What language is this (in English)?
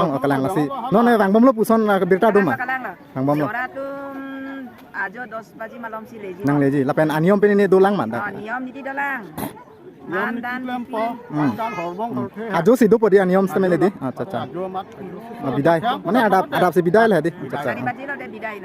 Karbi